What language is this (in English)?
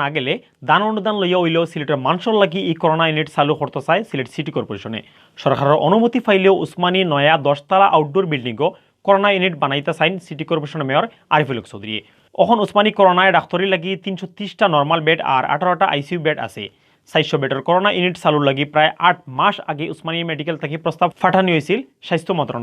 Sylheti